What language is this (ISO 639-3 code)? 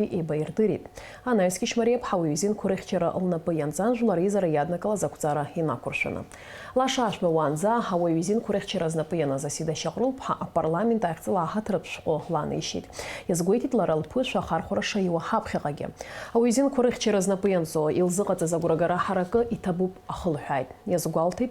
abk